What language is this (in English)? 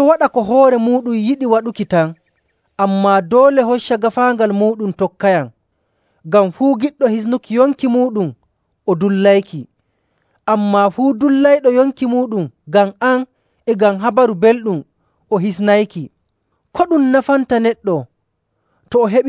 Nigerian Fulfulde